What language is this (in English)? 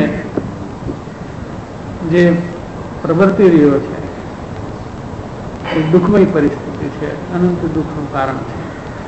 Gujarati